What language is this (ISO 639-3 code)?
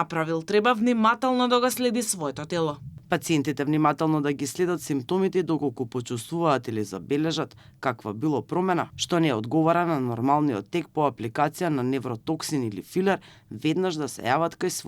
mkd